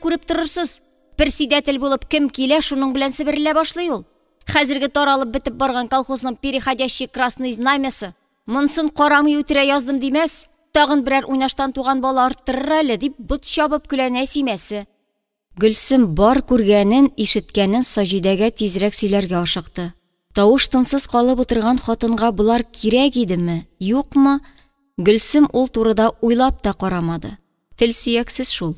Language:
Tatar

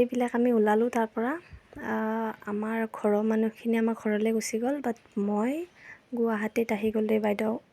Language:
Assamese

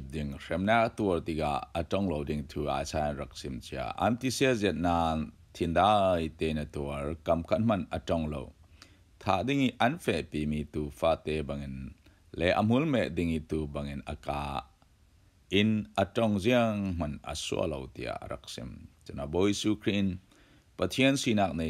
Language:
Falam Chin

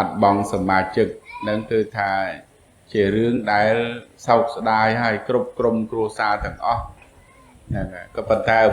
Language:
Khmer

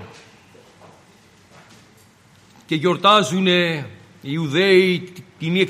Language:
Greek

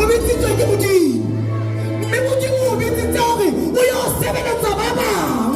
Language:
Southern Sotho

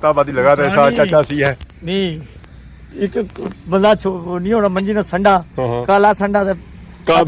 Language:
Pahari-Potwari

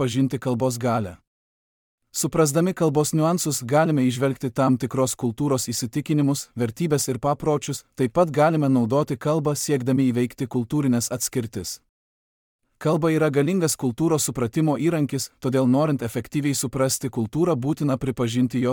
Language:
Lithuanian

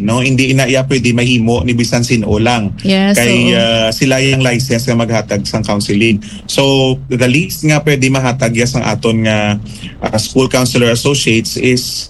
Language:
Hiligaynon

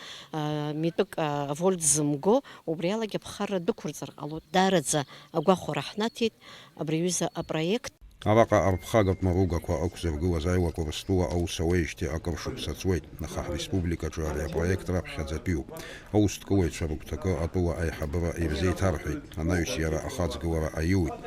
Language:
Abkhazian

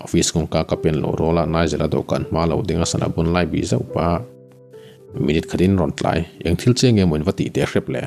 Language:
Mizo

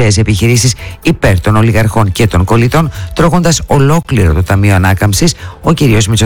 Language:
Greek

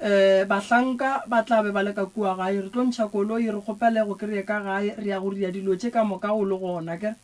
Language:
Northern Sotho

